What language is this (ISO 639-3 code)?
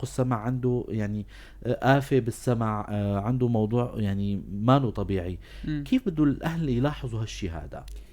apc